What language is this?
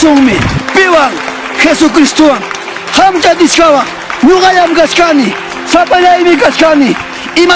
Ayacucho Quechua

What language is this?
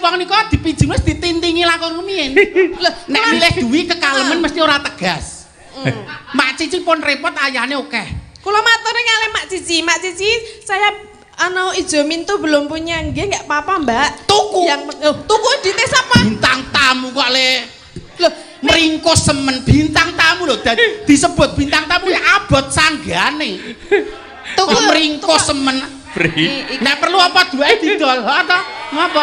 Javanese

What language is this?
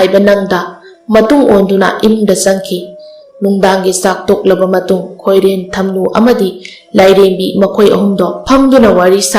Manipuri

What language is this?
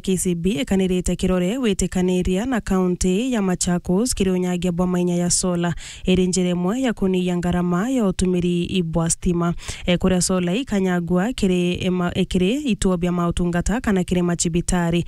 Meru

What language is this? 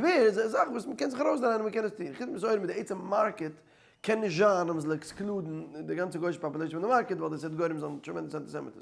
Yiddish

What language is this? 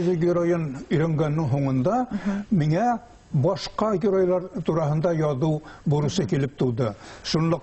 Bashkir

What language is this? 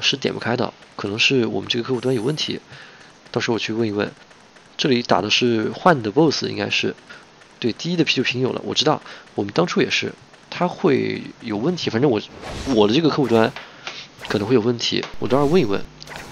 Chinese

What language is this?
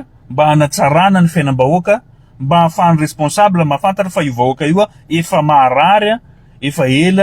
Malagasy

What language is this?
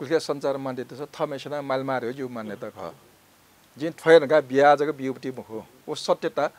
Newari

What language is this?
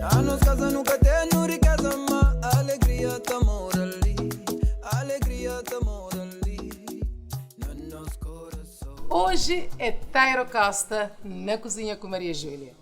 Kabuverdianu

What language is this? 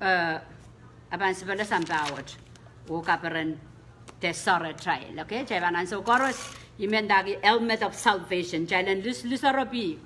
Pohnpeian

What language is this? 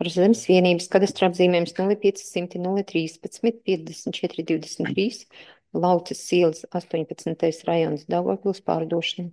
Latvian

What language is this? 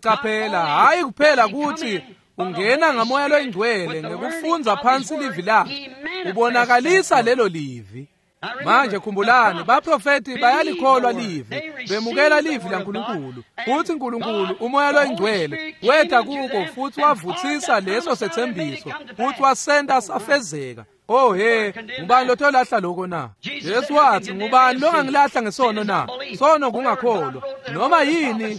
Swati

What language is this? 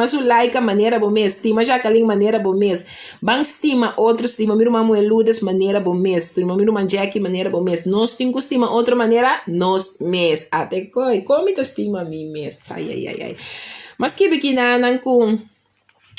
Papiamento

